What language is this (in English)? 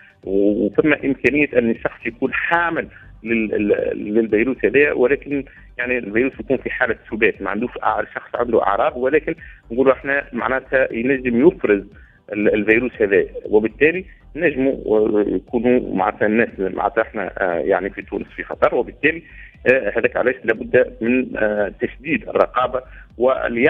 Tunisian Arabic